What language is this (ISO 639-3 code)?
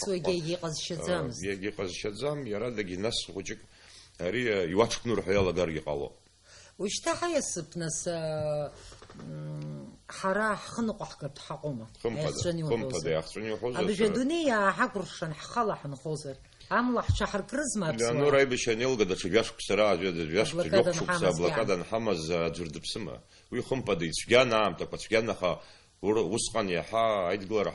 abk